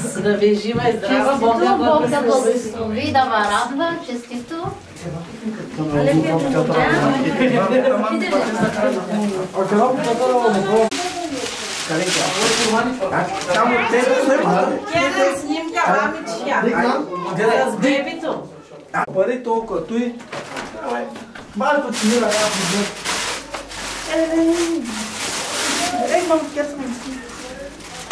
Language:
Bulgarian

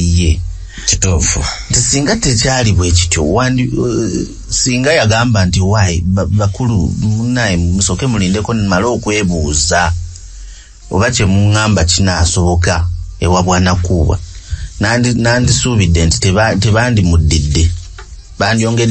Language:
Ganda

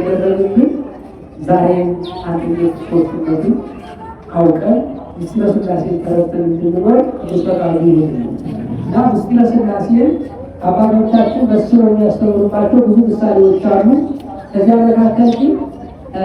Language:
Amharic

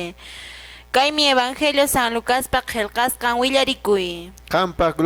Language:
Quechua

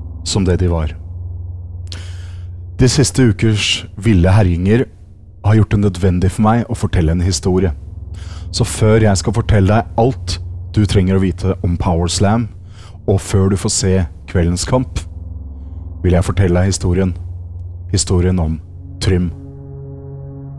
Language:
Norwegian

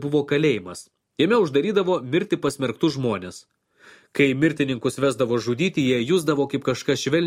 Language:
Lithuanian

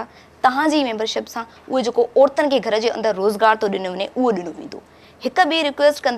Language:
Sindhi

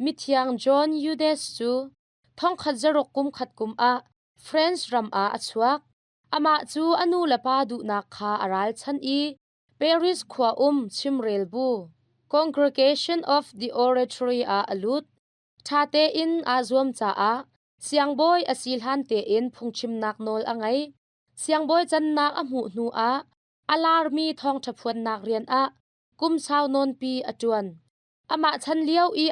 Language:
Hakha Chin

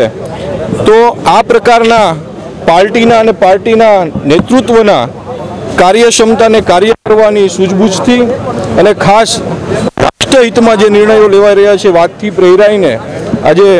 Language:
Gujarati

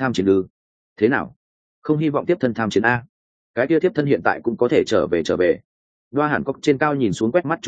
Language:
Vietnamese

